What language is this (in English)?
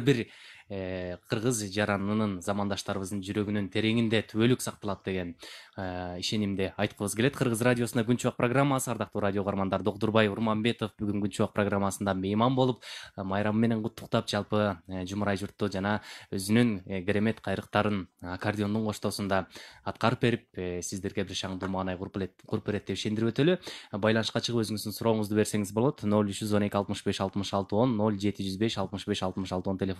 Kyrgyz